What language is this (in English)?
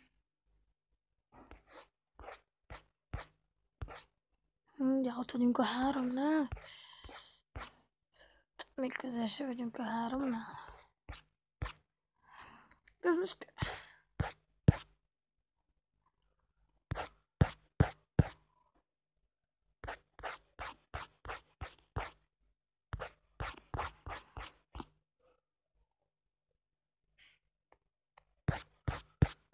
Hungarian